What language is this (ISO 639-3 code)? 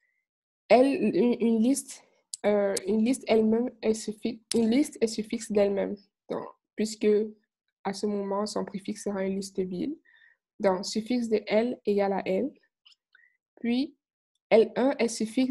fra